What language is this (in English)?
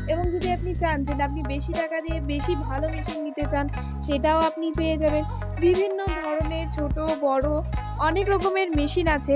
Bangla